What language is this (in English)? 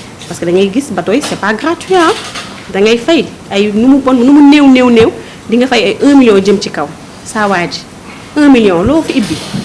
Wolof